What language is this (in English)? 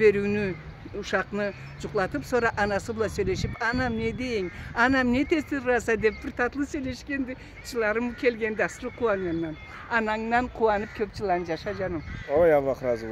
Karachay-Balkar